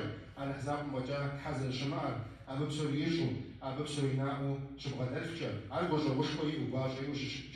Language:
Kabardian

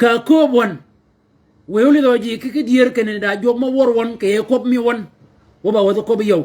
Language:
Shilluk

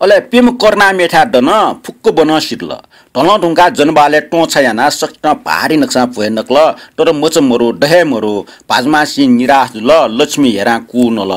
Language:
Newari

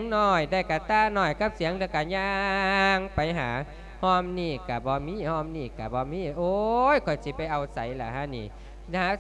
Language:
Lao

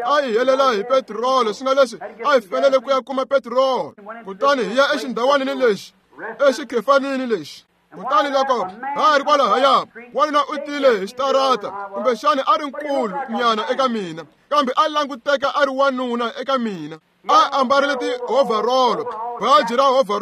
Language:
Tsonga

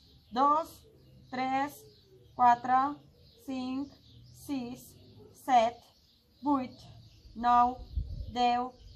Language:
Catalan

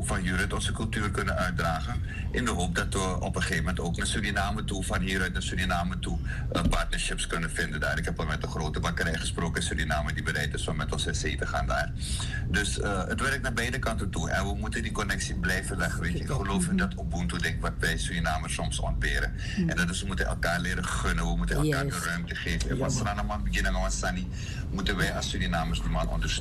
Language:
Dutch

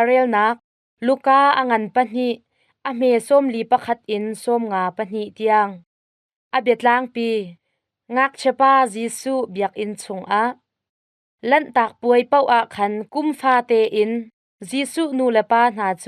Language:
Hakha Chin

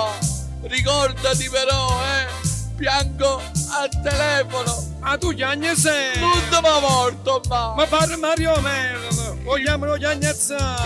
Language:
Neapolitan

